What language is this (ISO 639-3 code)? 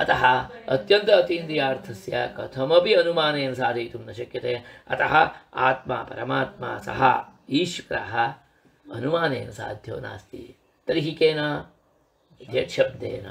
san